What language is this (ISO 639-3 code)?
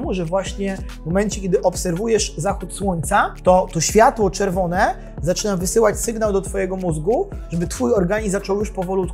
pol